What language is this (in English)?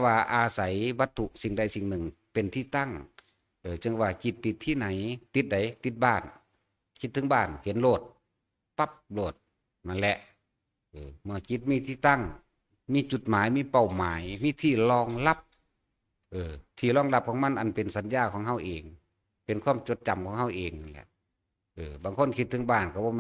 Northeastern Thai